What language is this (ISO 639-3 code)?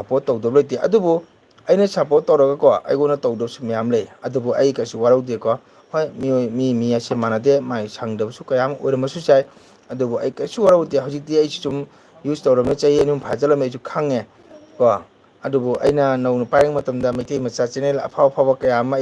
mni